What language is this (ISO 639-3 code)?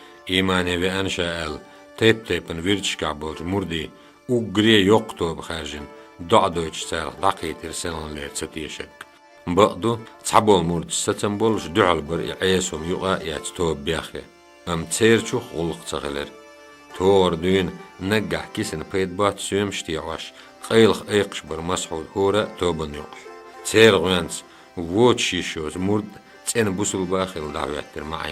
che